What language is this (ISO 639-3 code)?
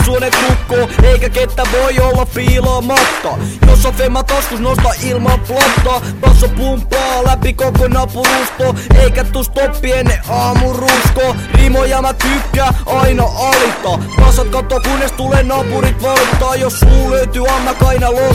fin